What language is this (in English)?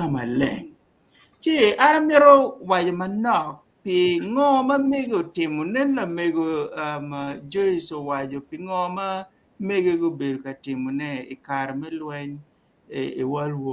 Acoli